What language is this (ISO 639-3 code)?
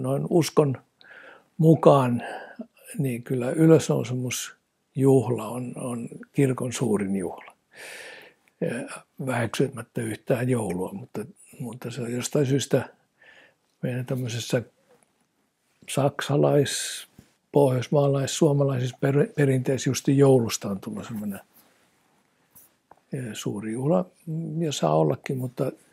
fin